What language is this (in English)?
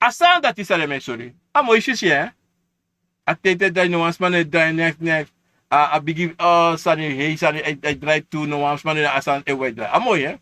Sranan Tongo